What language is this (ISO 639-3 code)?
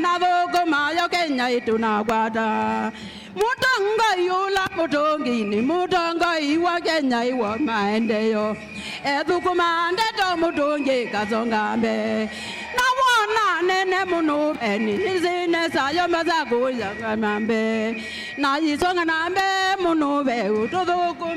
kam